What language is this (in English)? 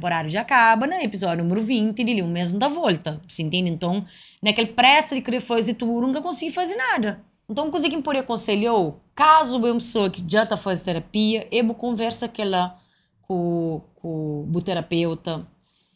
Kabuverdianu